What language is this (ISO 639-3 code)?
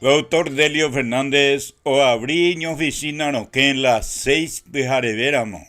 grn